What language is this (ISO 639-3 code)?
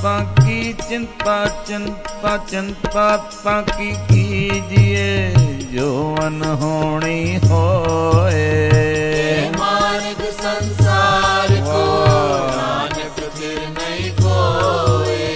pan